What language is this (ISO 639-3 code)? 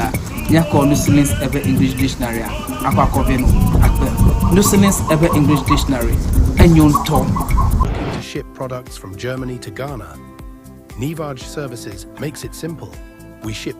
ewe